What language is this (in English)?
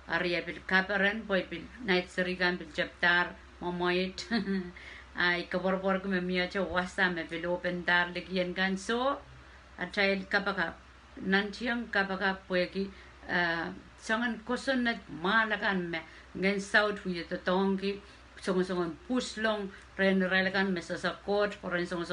Pohnpeian